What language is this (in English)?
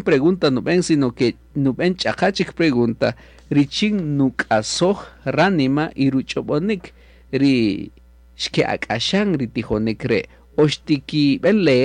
Kaqchikel